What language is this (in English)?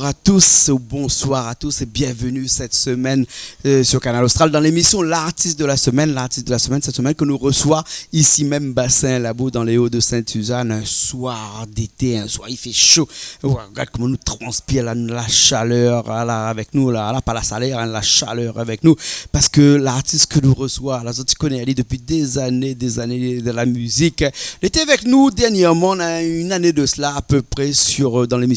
Réunion Creole French